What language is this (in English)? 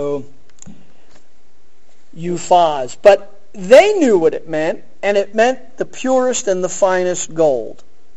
English